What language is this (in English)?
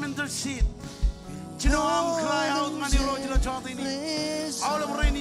Marshallese